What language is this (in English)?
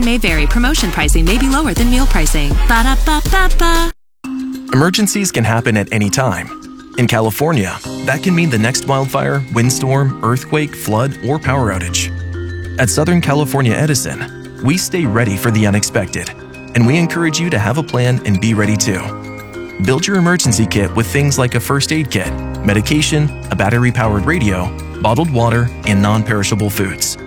English